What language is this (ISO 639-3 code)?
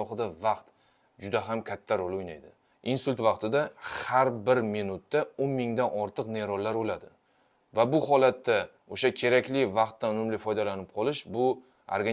uzb